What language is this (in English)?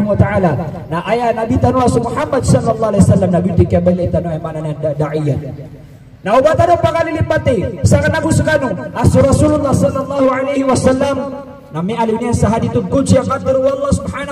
Maranao